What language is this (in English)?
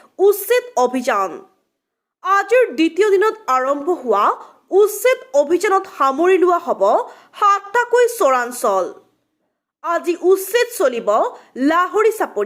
Assamese